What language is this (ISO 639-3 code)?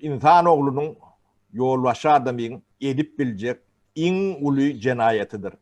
tuk